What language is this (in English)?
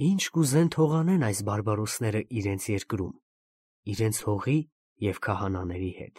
Armenian